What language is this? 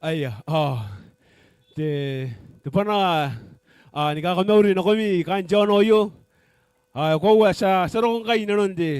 Gilbertese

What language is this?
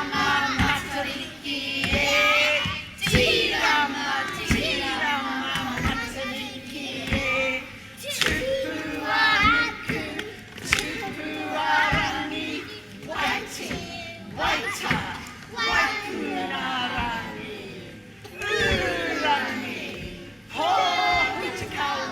Māori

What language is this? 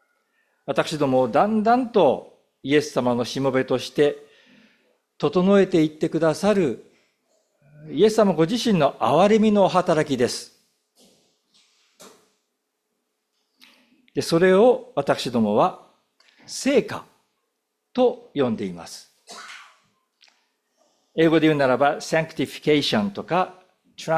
Japanese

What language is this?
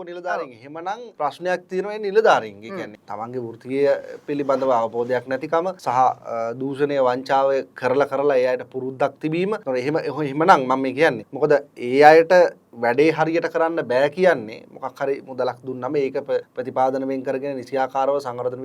Sinhala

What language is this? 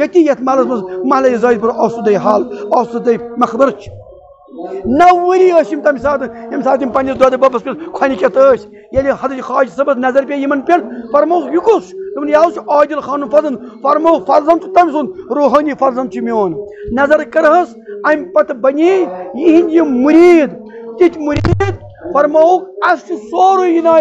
Kashmiri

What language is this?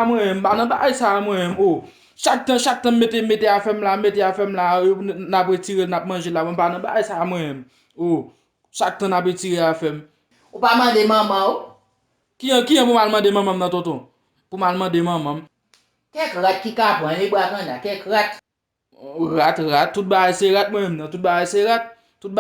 Haitian Creole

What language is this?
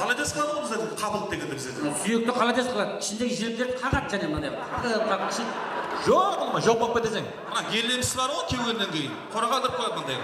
Kara-Kalpak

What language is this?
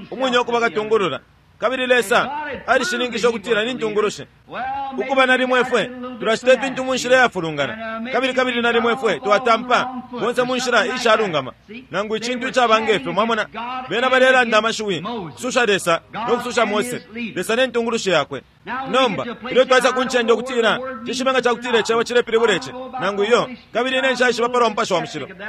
Bemba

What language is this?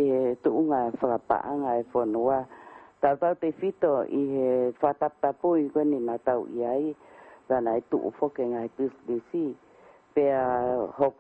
Tongan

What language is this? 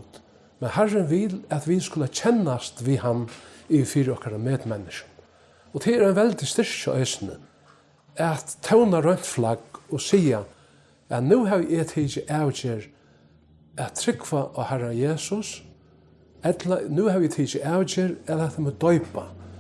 Faroese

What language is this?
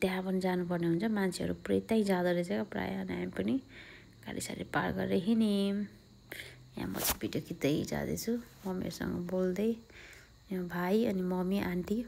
Nepali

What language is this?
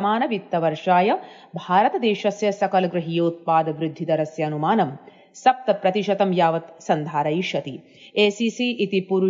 Sanskrit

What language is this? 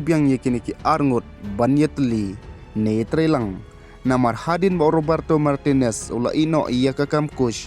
Khasi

